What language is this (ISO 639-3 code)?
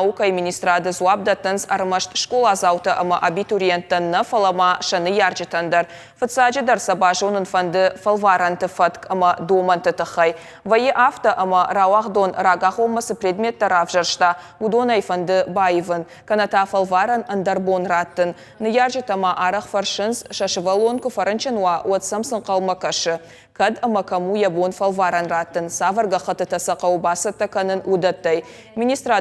oss